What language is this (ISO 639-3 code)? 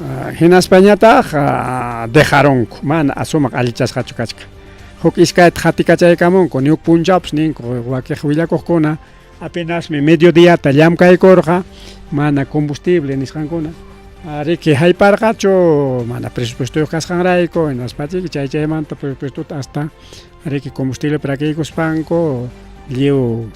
quy